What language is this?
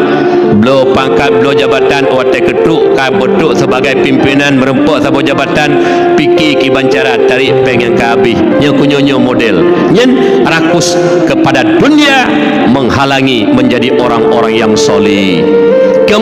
Achinese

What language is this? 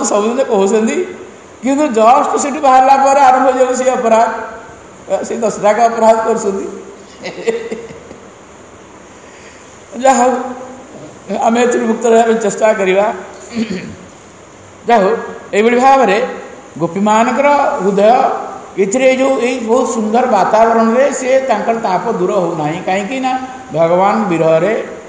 Odia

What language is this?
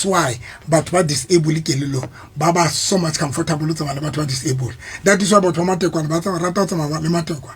Southern Sotho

